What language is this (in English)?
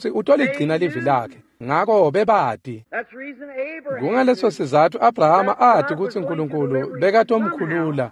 Swati